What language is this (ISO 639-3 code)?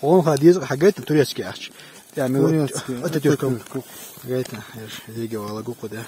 che